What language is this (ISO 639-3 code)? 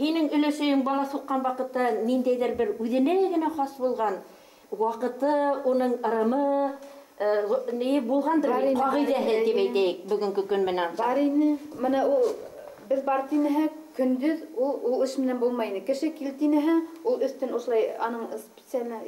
bak